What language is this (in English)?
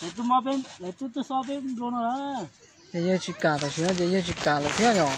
Hmong